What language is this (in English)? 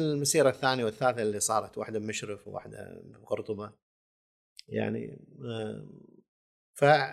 Gulf Arabic